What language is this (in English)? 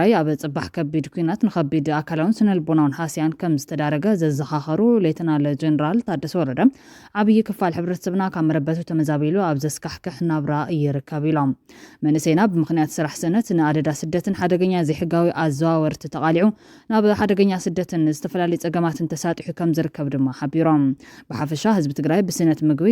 Tigrinya